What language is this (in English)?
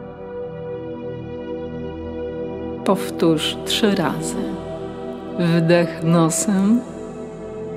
Polish